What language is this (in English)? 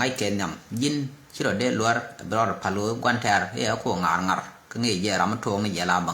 Nuer